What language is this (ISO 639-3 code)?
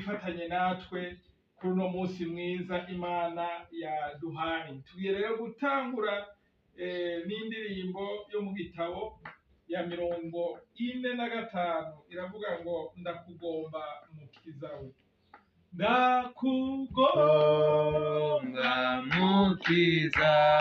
run